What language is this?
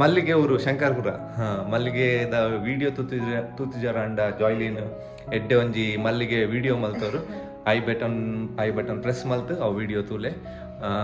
Tulu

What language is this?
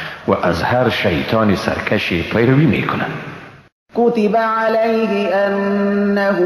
Persian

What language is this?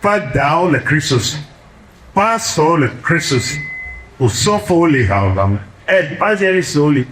Ewe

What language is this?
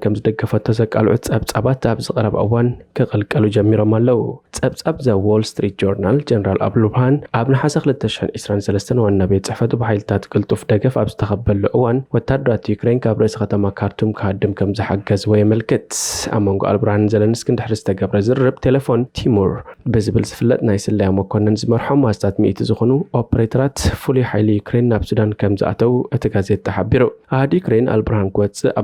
Tigrinya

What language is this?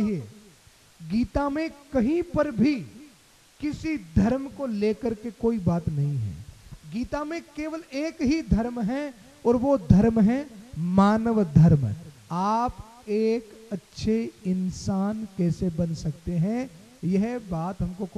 Hindi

